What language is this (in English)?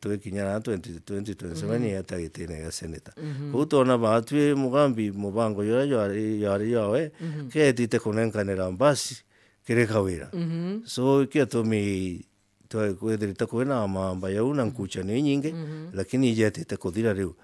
Meru